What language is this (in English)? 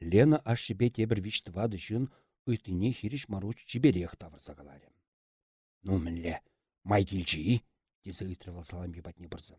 Chuvash